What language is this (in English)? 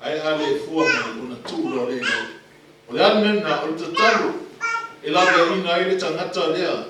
Samoan